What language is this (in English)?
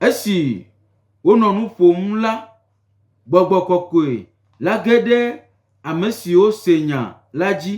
Gen